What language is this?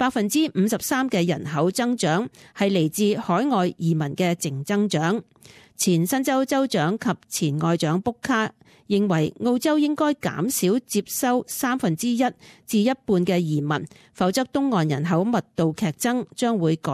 Cantonese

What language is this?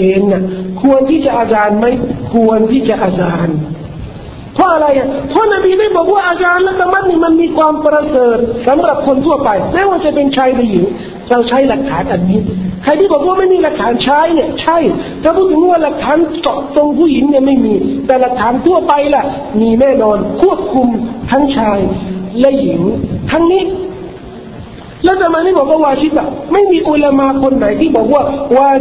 Thai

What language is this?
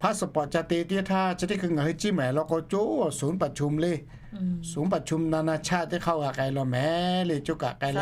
Lahu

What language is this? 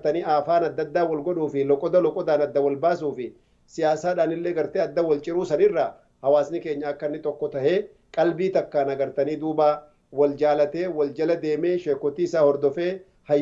Oromo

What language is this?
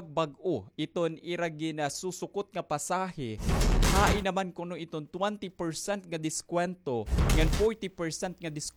Waray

